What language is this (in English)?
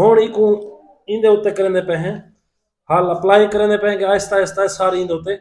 Saraiki